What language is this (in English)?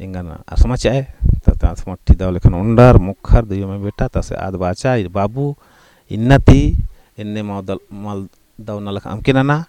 Kurukh